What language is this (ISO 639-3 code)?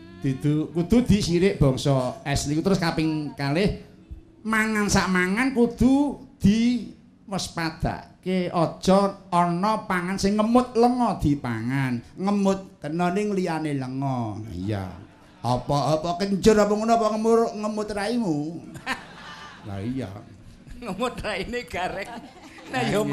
jav